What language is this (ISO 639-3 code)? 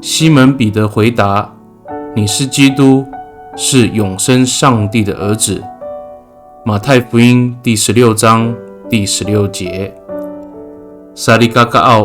ami